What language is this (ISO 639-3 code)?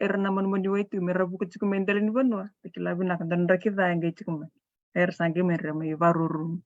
fij